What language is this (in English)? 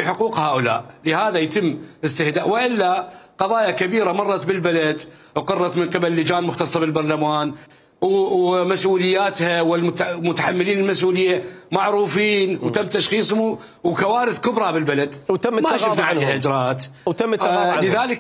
Mesopotamian Arabic